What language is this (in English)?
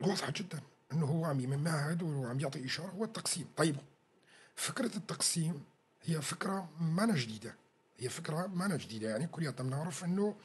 North Levantine Arabic